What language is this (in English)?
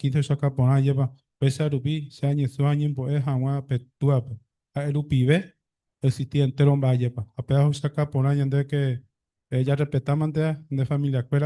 Guarani